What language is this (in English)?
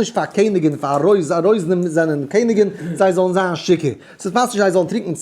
Yiddish